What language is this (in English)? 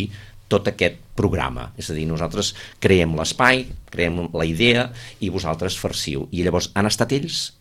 Catalan